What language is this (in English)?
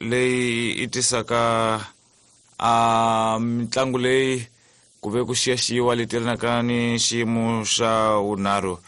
Tsonga